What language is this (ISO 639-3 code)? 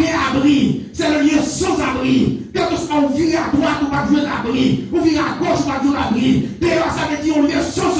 hat